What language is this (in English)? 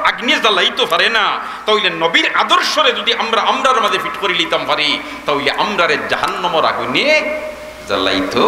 Sylheti